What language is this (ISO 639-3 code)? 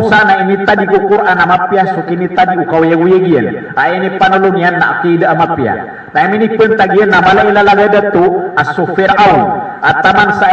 mrw